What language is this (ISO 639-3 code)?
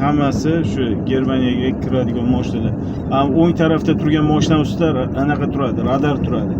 uzb